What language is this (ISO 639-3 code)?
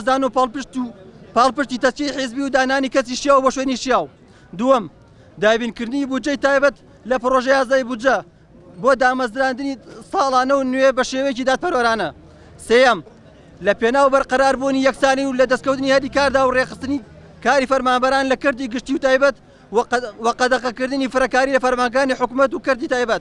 ckb